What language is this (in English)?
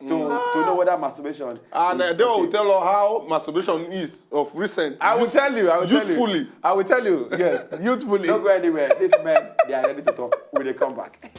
Nigerian Pidgin